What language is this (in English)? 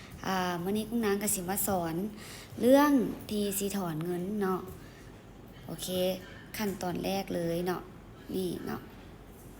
Lao